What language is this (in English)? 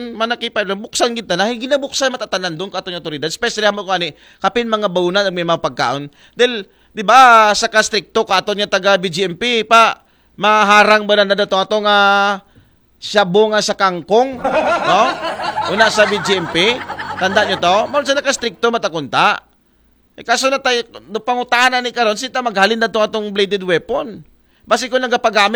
Aklanon